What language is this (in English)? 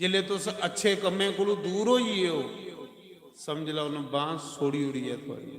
Dogri